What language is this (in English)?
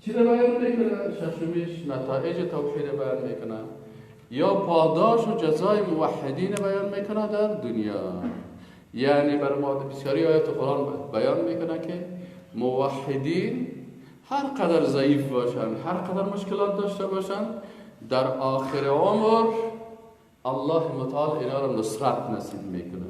Persian